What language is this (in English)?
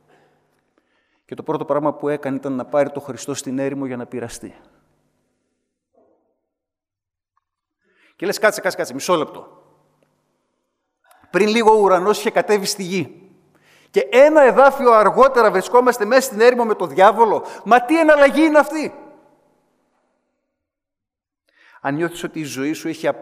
Greek